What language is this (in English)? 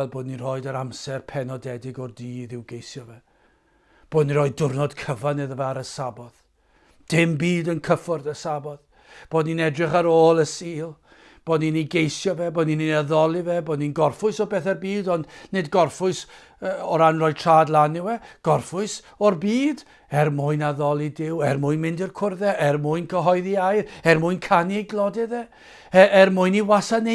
Welsh